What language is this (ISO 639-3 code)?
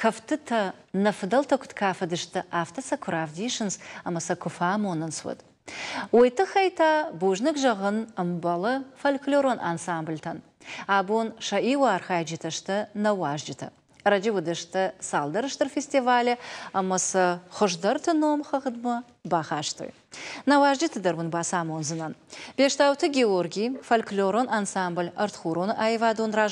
oss